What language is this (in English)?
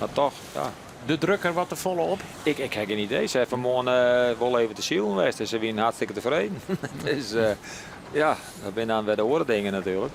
Western Frisian